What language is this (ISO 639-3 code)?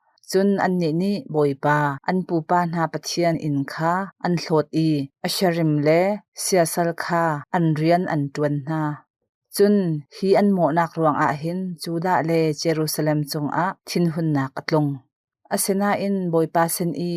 cnh